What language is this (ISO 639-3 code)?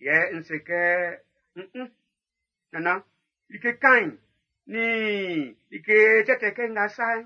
bci